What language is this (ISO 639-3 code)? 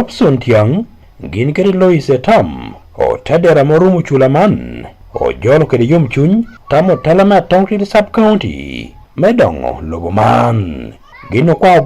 ach